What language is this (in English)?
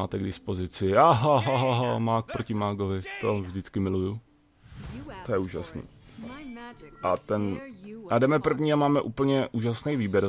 Czech